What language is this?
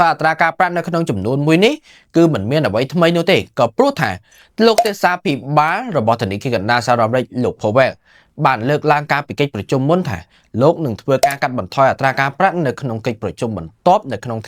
Khmer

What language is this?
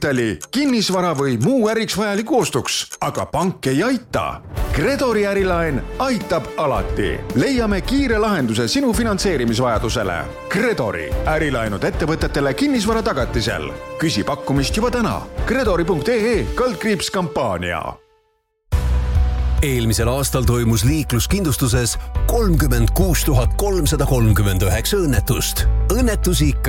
Estonian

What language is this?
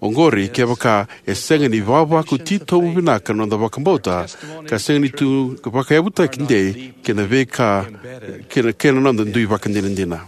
Fijian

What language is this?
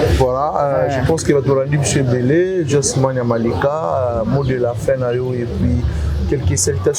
Lingala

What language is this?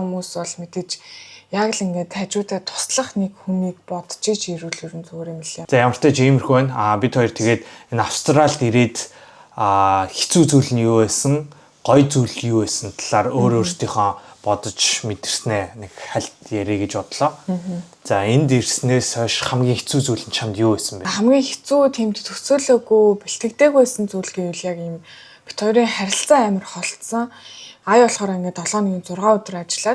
Mongolian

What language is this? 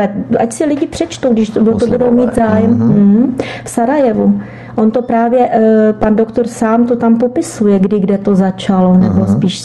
Czech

